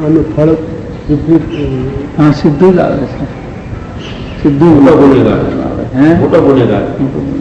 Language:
Gujarati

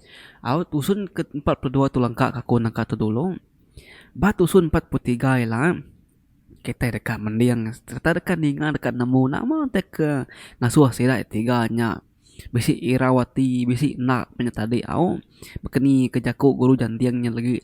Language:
Iban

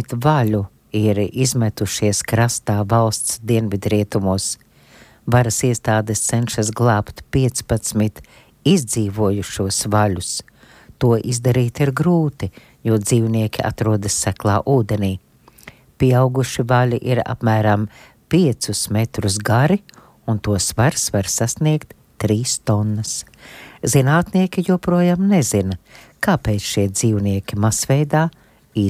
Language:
Latvian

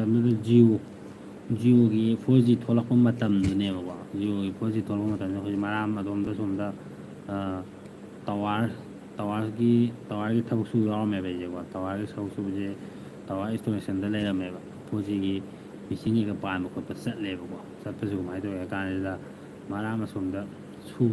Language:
Manipuri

